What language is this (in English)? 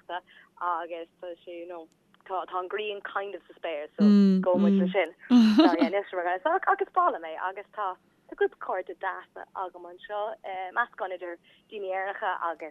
Irish